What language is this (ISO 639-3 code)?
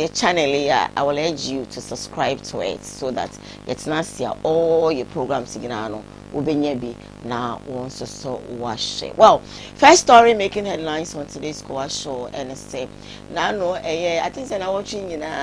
aka